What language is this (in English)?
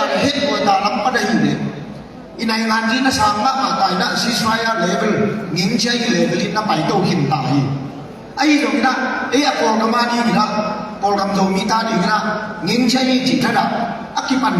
Tedim Chin